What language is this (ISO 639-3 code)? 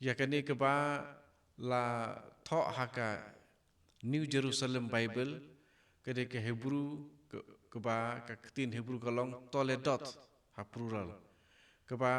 kha